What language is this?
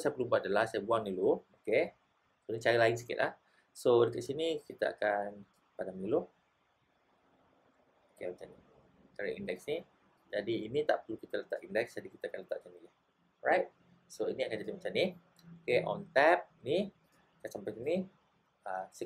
Malay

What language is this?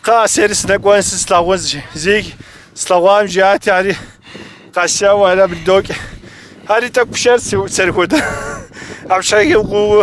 Kabardian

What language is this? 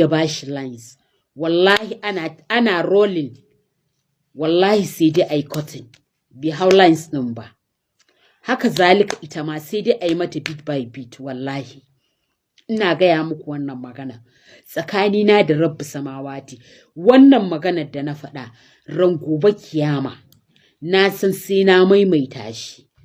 Hausa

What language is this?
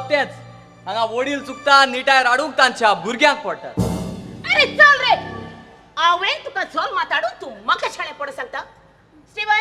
Konkani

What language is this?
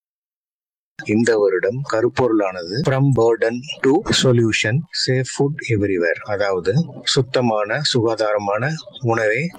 Tamil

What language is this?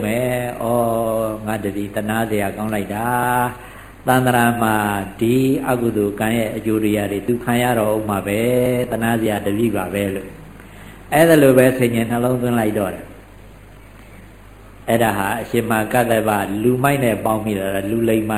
Burmese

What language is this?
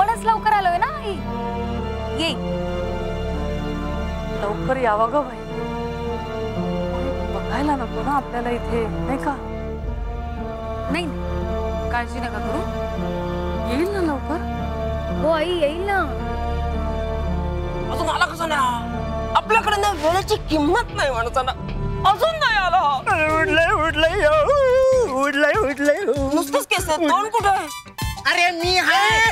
Marathi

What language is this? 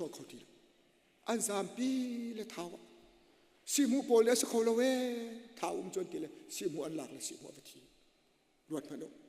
Hakha Chin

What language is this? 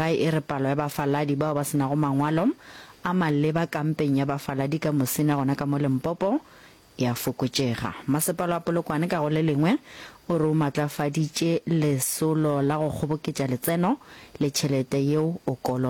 Northern Sotho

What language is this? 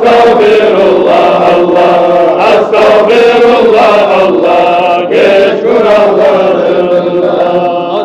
Kumyk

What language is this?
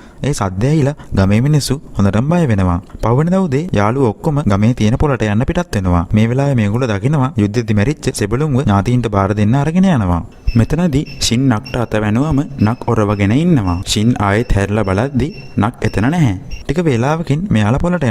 Sinhala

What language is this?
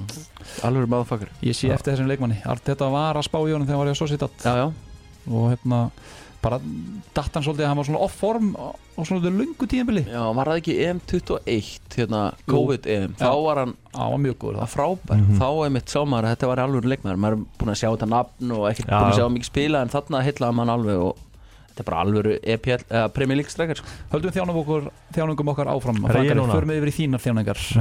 Icelandic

